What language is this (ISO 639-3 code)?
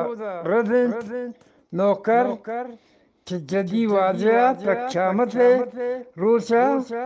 bgp